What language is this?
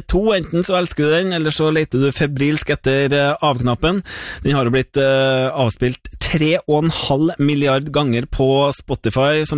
Norwegian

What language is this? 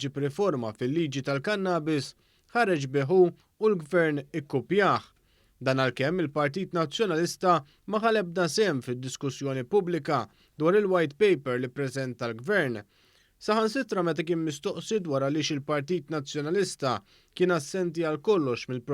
Maltese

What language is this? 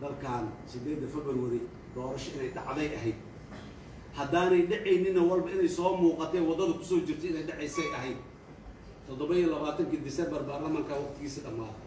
Somali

